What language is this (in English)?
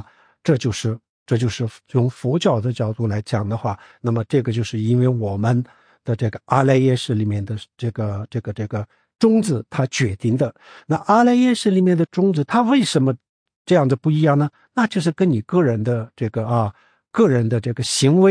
Chinese